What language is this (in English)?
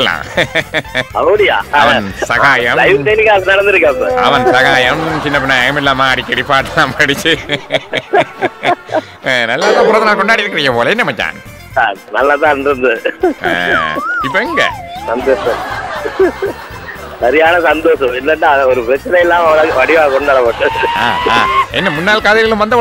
Tamil